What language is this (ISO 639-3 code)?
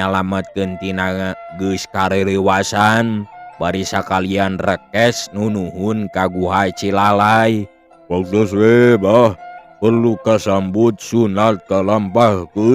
sun